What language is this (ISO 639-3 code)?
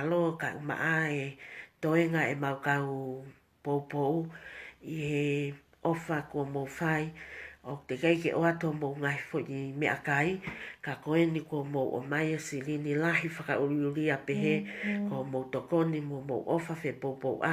ton